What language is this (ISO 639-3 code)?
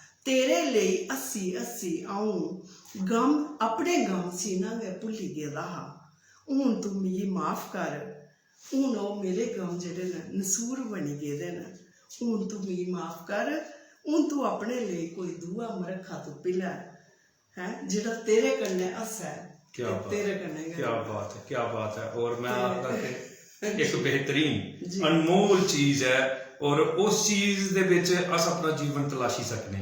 doi